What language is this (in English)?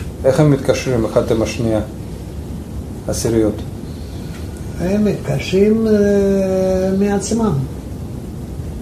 Hebrew